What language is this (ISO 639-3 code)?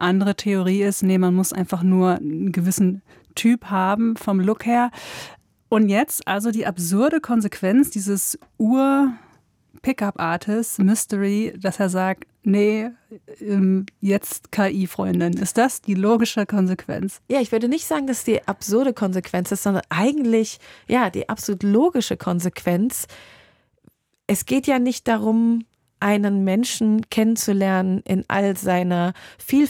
deu